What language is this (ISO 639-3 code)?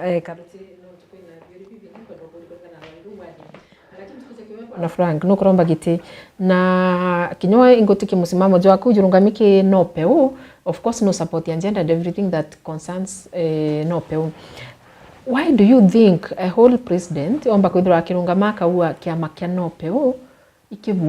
mer